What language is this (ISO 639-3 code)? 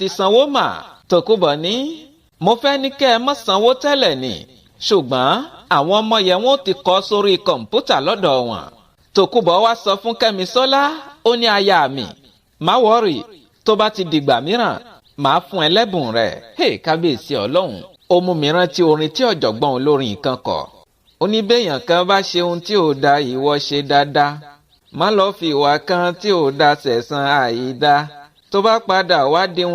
yor